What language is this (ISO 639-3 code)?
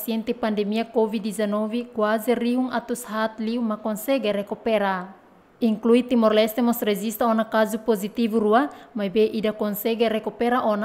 tet